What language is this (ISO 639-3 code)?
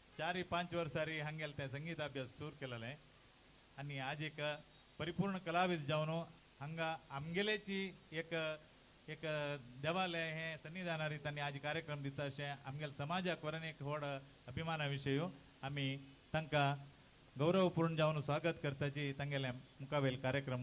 kok